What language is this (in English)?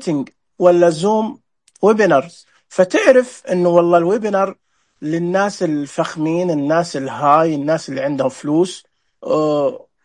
Najdi Arabic